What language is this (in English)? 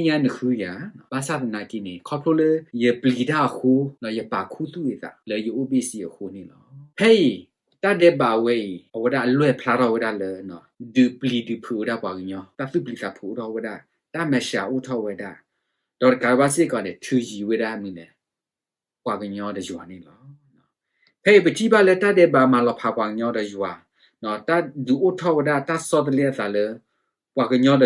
S'gaw Karen